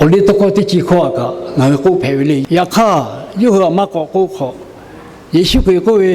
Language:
Lahu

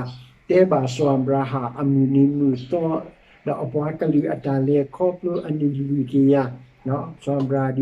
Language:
S'gaw Karen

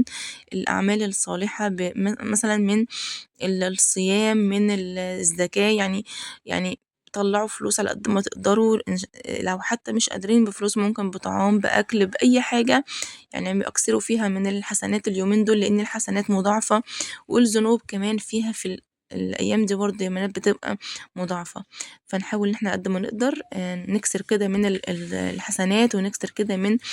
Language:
Egyptian Arabic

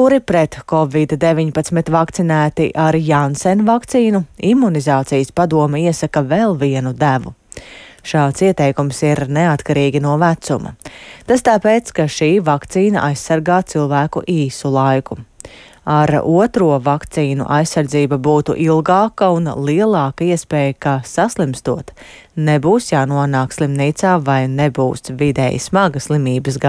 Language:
Latvian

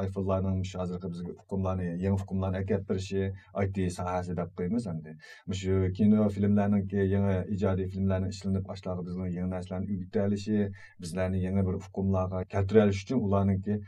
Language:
Uyghur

